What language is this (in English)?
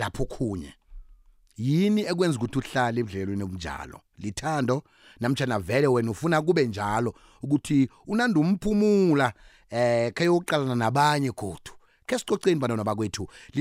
South Ndebele